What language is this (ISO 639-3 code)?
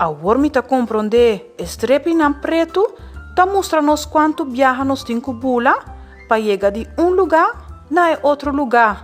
pap